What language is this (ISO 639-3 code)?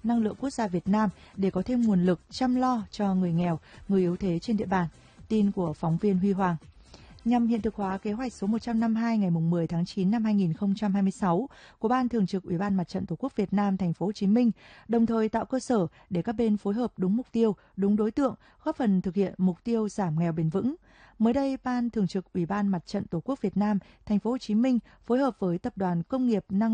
vie